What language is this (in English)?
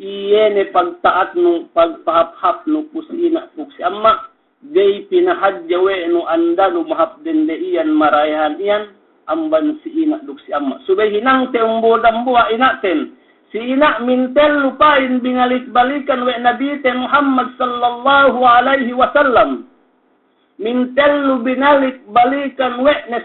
Yakan